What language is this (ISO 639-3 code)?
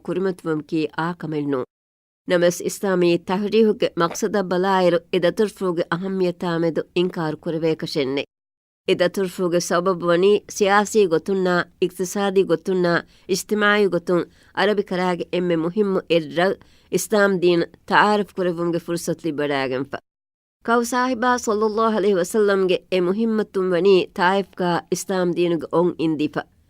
div